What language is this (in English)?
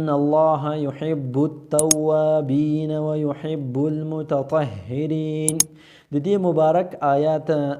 Pashto